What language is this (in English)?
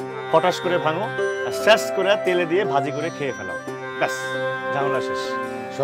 Bangla